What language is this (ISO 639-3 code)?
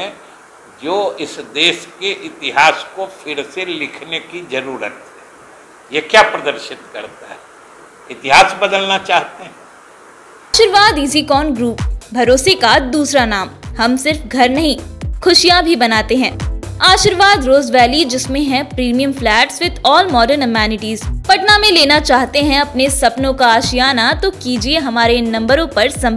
hin